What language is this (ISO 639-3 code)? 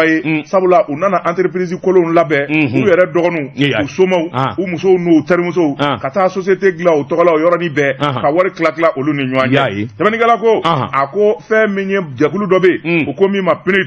bam